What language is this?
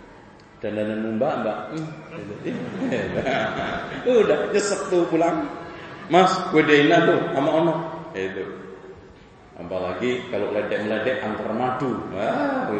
Indonesian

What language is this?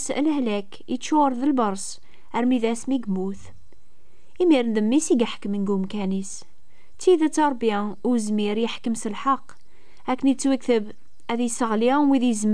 Kabyle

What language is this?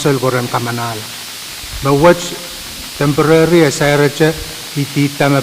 Pohnpeian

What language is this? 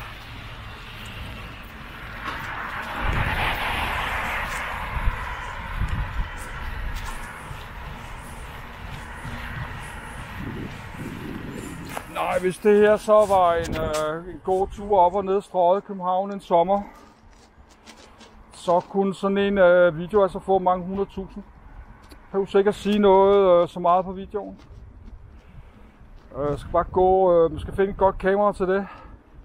Danish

